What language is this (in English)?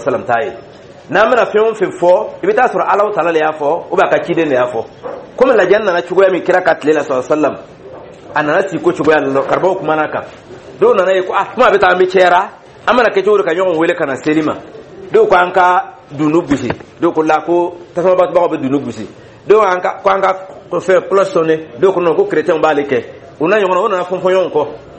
Dyula